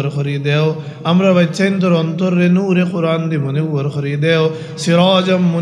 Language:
Sylheti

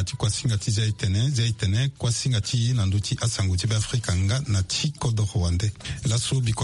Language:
Sango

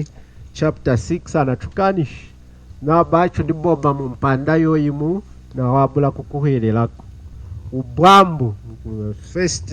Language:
Lunda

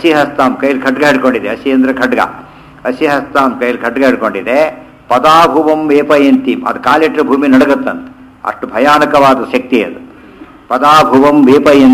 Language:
Kannada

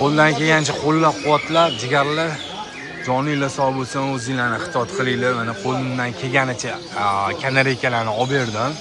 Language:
Uzbek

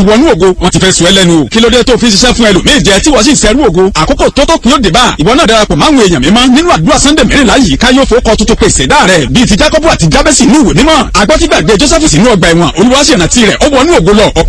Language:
Yoruba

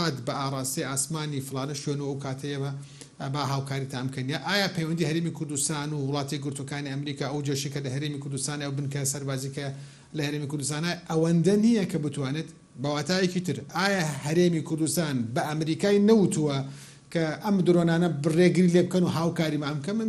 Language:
Central Kurdish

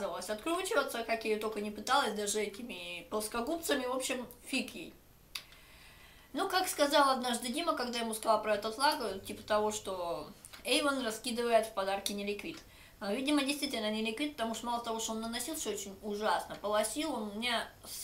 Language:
Russian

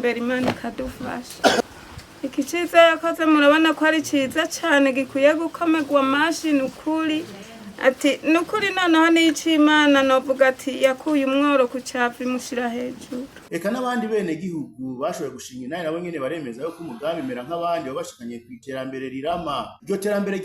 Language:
Rundi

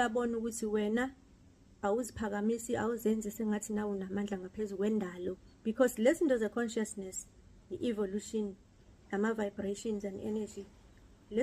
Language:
Zulu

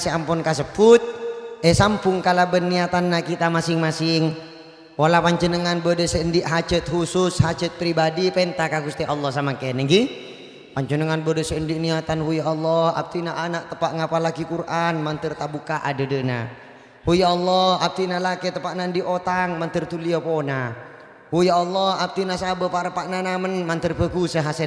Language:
Madurese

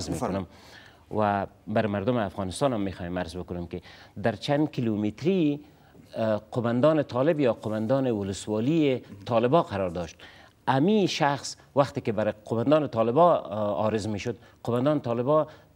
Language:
Persian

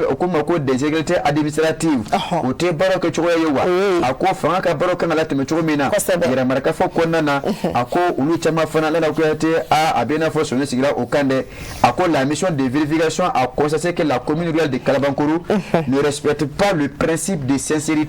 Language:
Bambara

